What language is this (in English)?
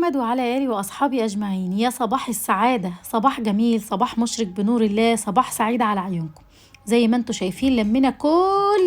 Egyptian Arabic